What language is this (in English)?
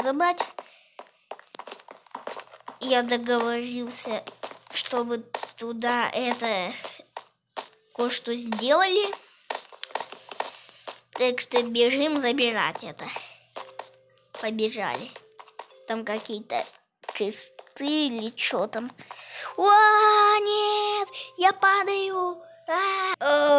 Russian